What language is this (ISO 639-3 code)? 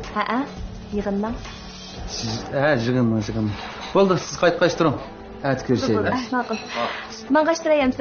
uig